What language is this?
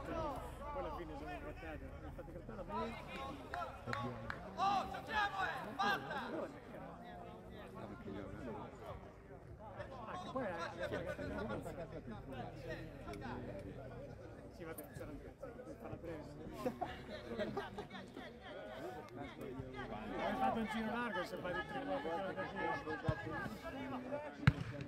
Italian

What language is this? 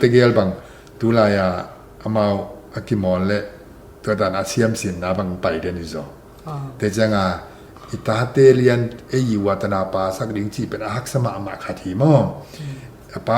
Tedim Chin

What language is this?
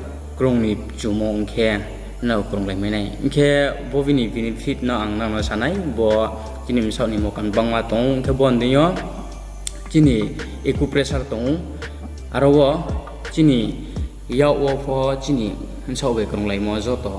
Riang (India)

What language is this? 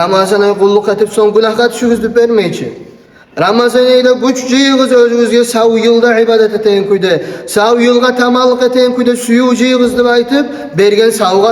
Kumyk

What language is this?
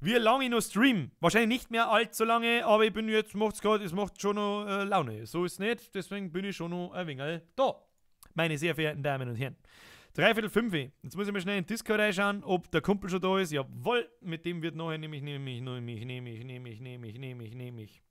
Bavarian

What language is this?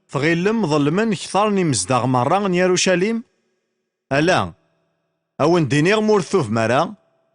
Kabyle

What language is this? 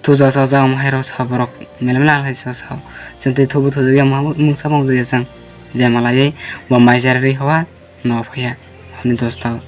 Kok Borok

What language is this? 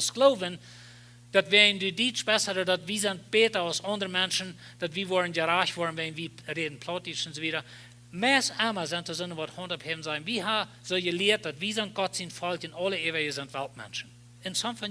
Plautdietsch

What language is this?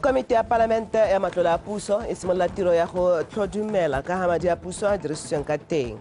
Tswana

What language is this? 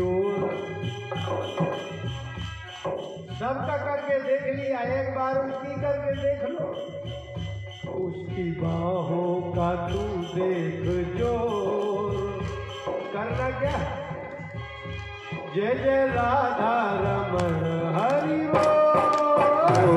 Hindi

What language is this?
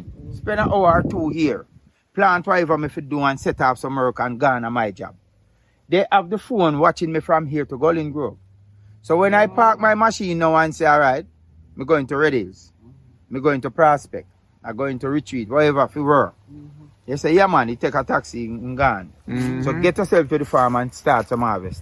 Jamaican Creole English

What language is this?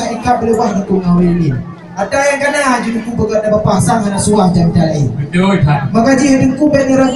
Achinese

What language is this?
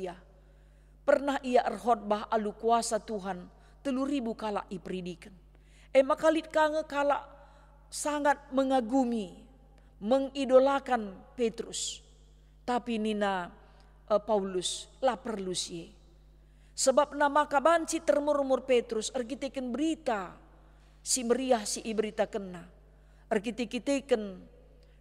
Batak Karo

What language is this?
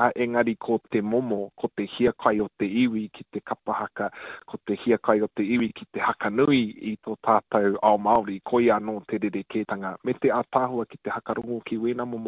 Māori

